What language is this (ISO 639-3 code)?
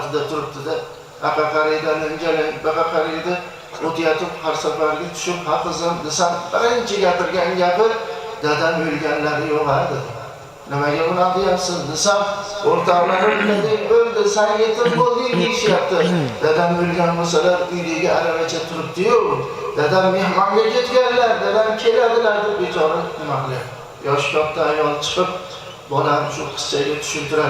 uzb